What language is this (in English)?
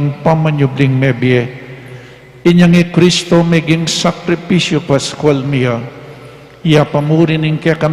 Pampanga